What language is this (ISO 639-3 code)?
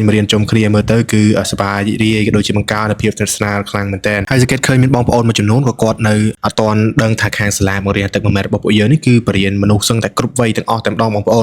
khm